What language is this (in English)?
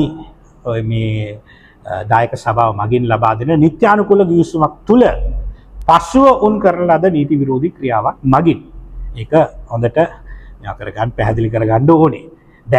Sinhala